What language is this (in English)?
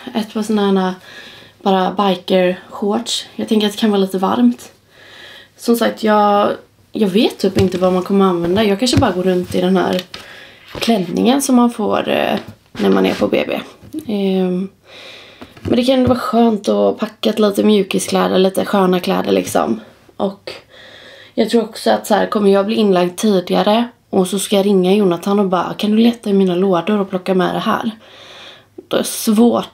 Swedish